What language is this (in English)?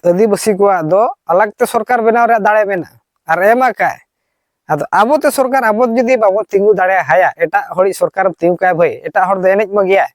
Santali